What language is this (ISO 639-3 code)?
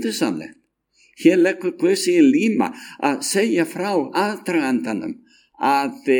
isl